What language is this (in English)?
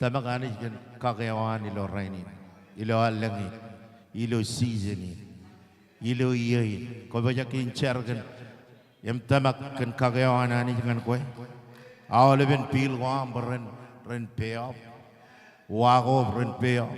Marshallese